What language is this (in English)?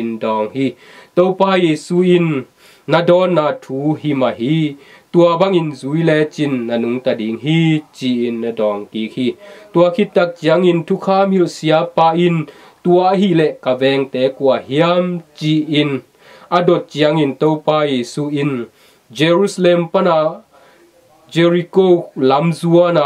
Tedim Chin